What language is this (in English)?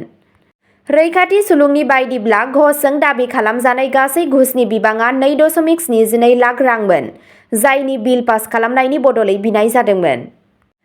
Bodo